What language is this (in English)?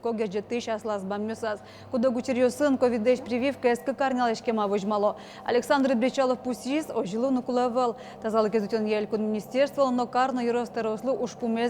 Udmurt